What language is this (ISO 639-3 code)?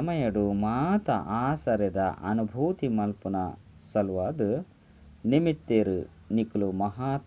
tcy